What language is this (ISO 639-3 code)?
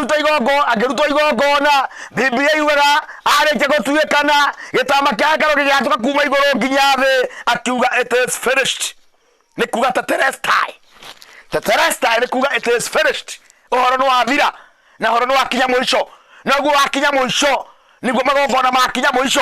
kik